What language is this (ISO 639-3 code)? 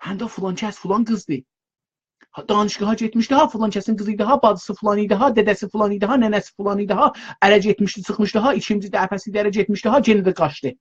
azb